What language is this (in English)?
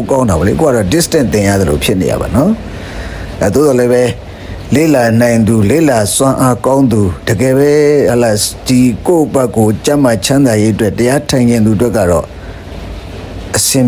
Burmese